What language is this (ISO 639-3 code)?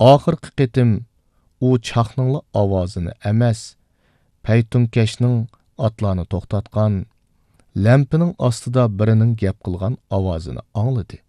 uig